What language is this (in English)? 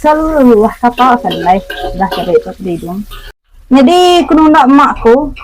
Iban